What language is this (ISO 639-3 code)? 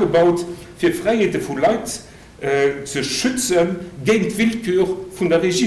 ltz